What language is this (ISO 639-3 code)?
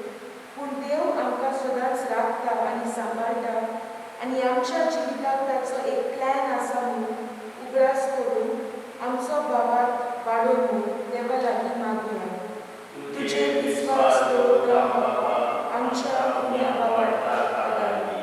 kok